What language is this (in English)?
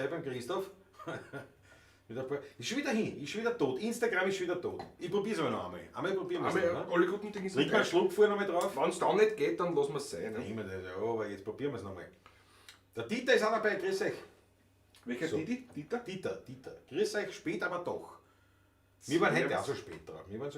Bavarian